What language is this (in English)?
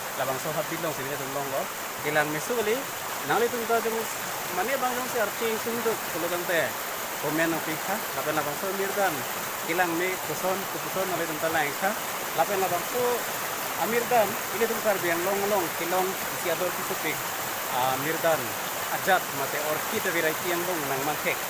Karbi